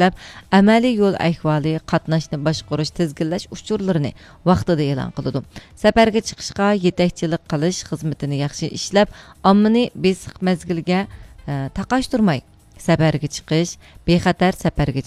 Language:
Uyghur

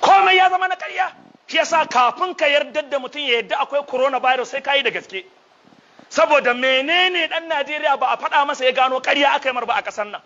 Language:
Hausa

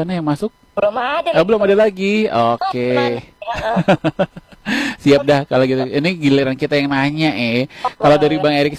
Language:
Indonesian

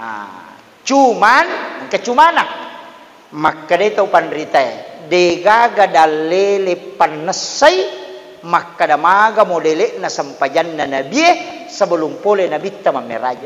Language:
Buginese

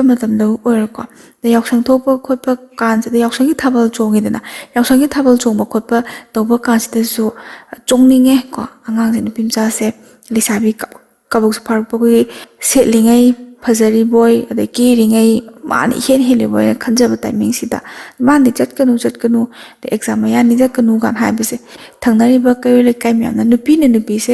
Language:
Manipuri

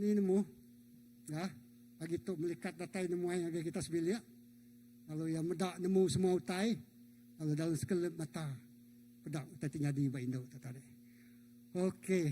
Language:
Iban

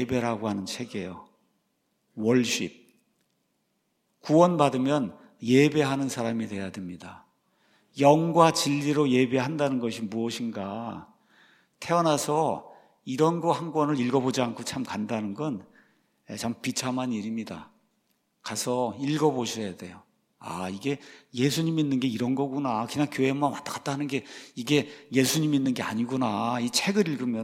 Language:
Korean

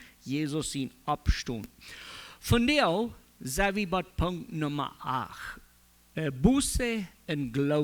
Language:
Plautdietsch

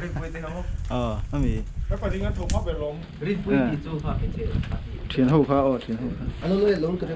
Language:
Mizo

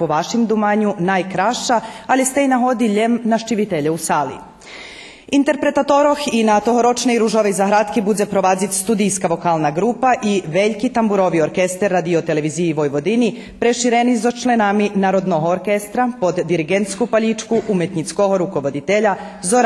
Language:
Rusyn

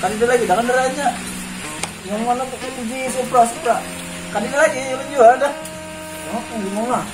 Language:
Banjar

